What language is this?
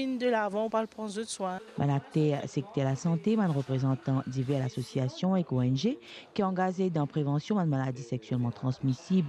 Morisyen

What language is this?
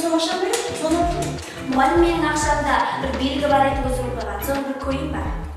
Kara-Kalpak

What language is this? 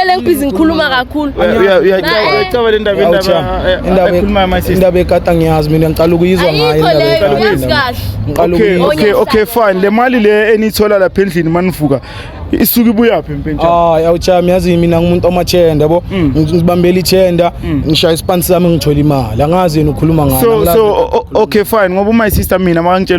Zulu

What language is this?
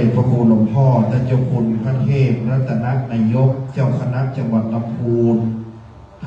Pali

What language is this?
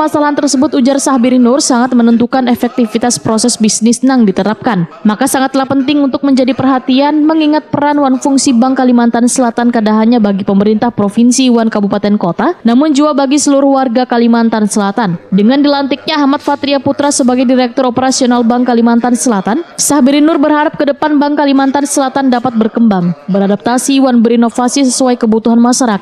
Banjar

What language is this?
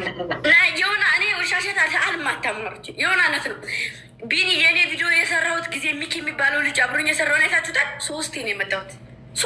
Amharic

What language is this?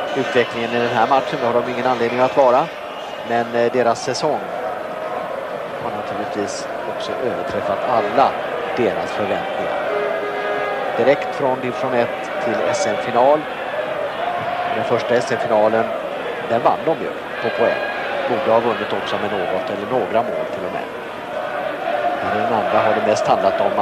Swedish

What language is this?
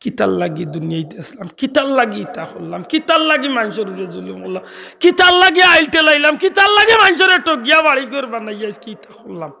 Sylheti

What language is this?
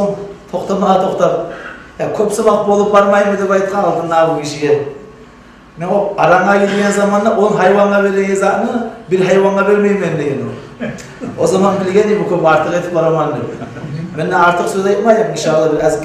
Kumyk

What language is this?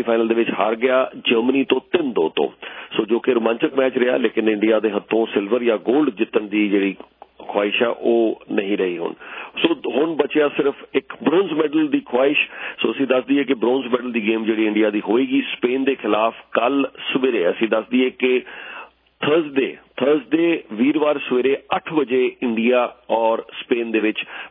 Punjabi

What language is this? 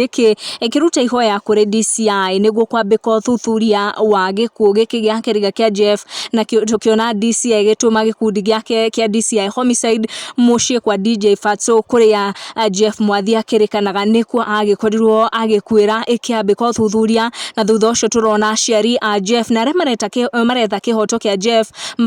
Kikuyu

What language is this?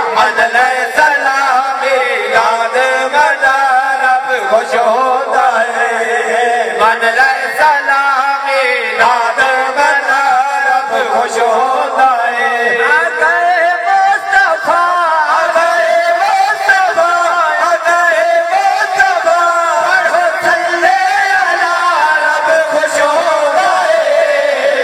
Saraiki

